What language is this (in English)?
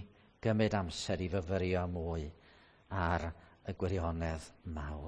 Welsh